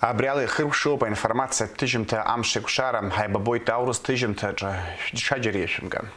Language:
Abkhazian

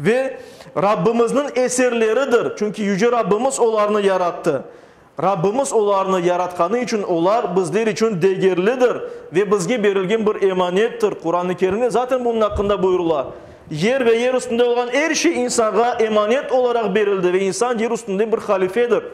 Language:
Crimean Tatar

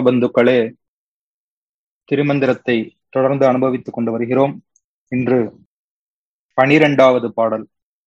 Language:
Tamil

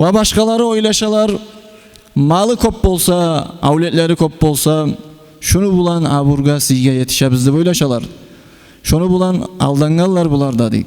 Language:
Kumyk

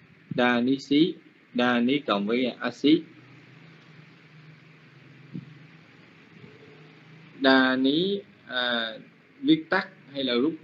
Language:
Vietnamese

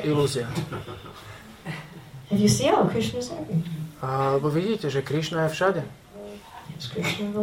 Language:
Slovak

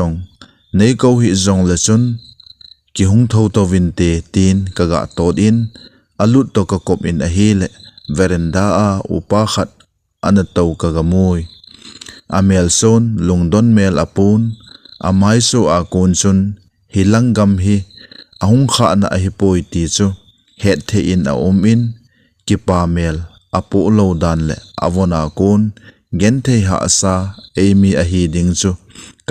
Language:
Thado Chin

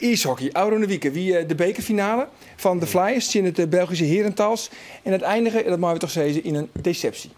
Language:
Western Frisian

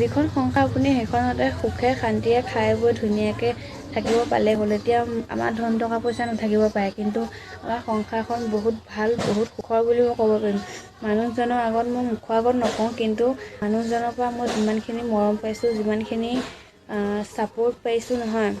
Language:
Assamese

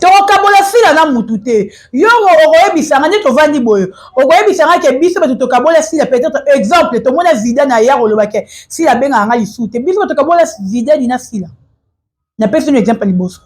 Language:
Lingala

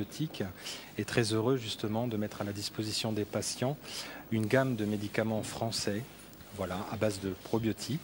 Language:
French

